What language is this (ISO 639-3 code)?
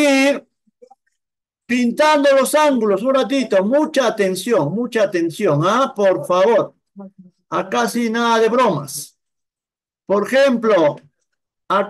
spa